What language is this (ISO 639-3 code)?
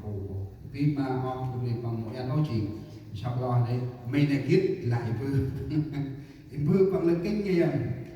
cmo